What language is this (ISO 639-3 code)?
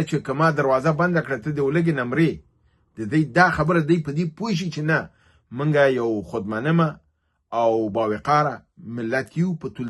pus